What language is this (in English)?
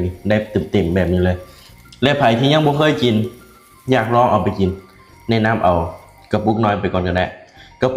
Lao